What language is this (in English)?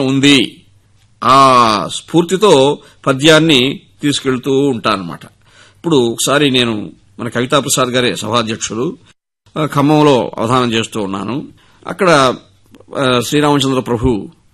Telugu